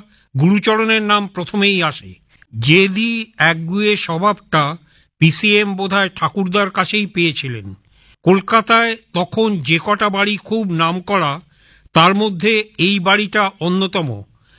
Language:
Bangla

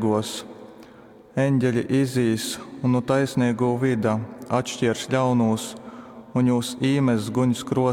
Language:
Latgalian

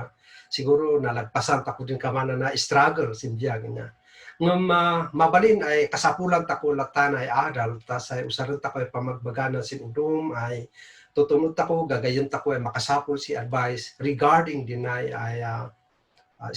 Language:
Kankanaey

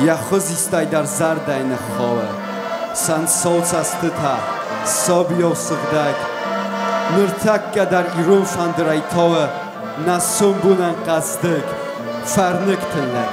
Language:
Ossetic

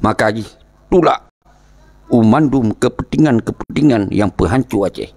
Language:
Achinese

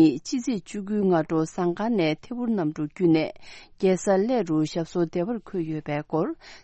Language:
Tibetan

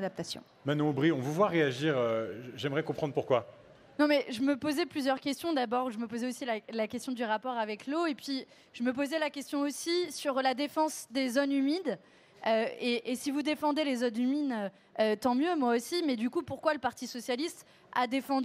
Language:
French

